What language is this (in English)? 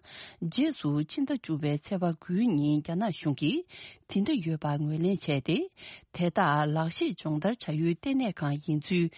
Tibetan